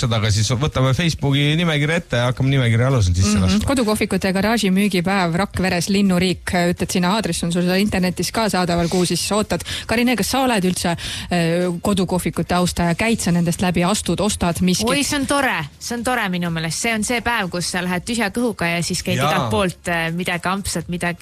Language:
Estonian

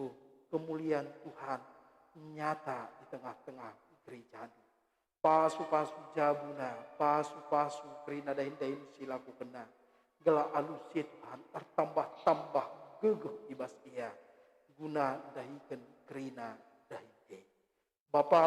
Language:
Batak Karo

